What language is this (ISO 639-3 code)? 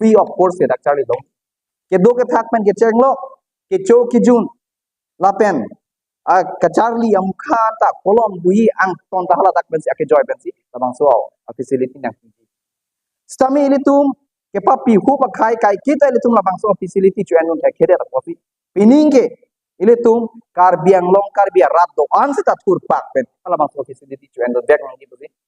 mjw